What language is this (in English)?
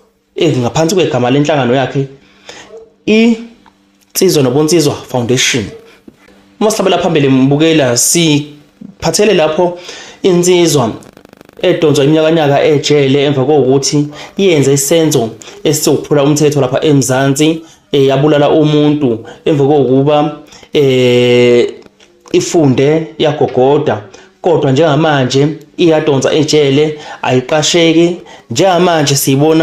Zulu